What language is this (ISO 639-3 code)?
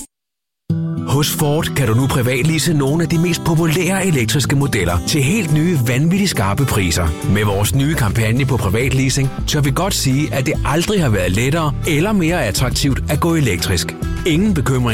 dan